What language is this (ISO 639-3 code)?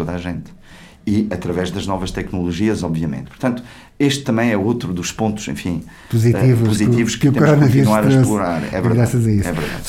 por